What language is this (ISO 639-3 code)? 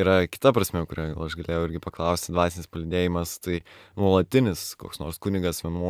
lit